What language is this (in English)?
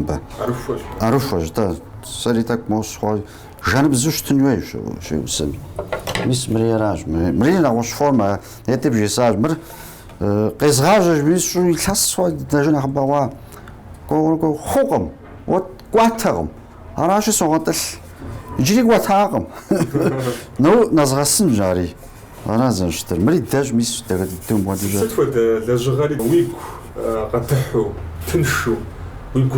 Kabardian